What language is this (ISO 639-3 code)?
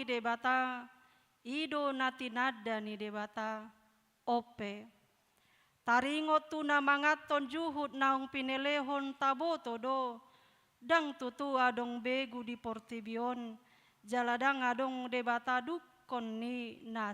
bbc